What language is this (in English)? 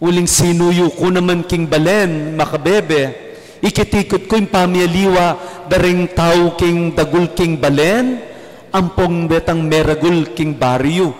Pampanga